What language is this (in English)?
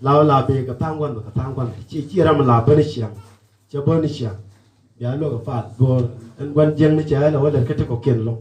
Nuer